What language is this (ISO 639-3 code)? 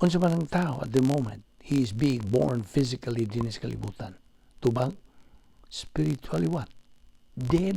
ceb